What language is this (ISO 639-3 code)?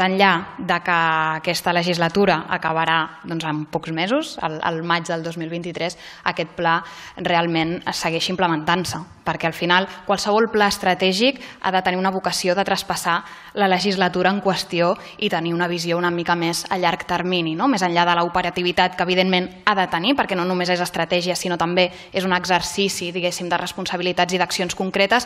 cat